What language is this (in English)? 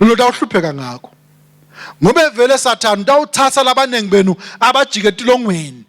Swati